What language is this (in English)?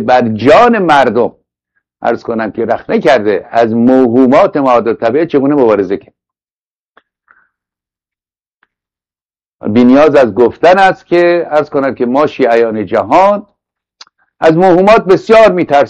Persian